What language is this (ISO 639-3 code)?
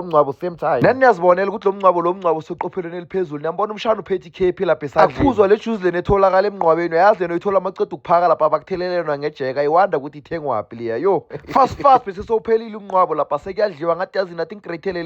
zul